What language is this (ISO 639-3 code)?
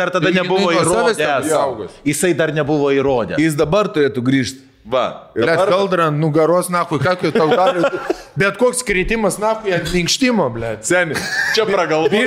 lit